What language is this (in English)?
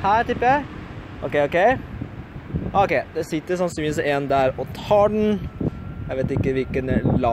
Norwegian